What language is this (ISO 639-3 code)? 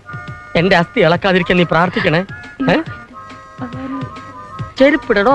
mal